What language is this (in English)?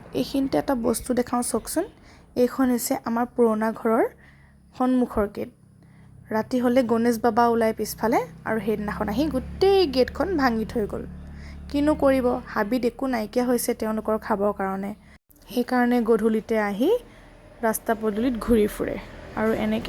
Assamese